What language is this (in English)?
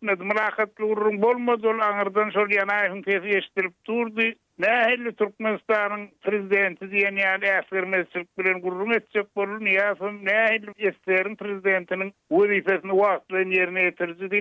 Turkmen